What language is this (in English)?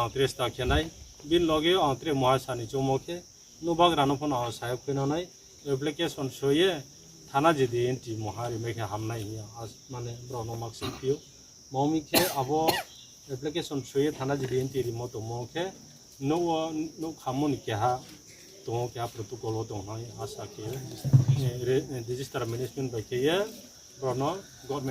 Riang (India)